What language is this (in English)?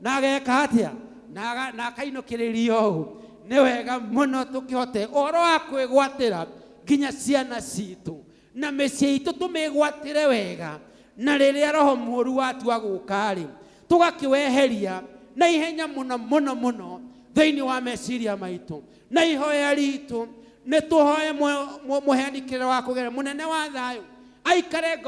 Kikuyu